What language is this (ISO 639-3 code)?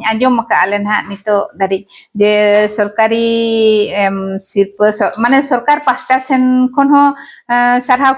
sat